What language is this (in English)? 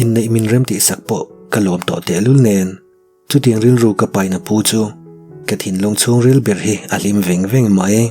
Mizo